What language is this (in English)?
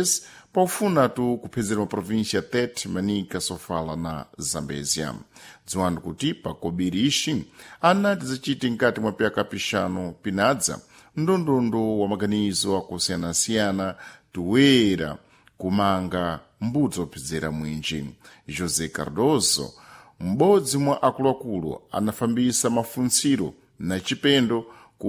Sena